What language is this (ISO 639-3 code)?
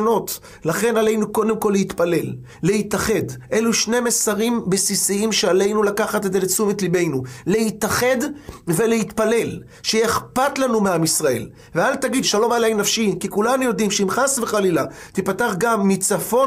heb